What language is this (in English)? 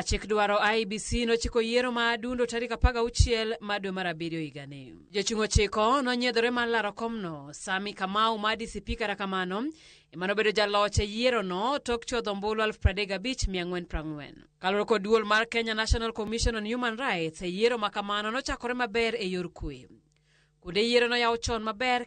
Luo (Kenya and Tanzania)